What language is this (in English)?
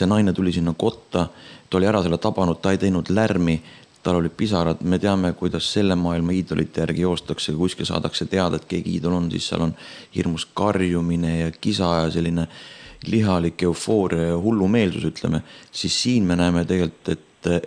Estonian